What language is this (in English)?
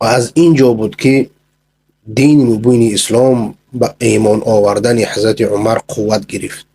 Persian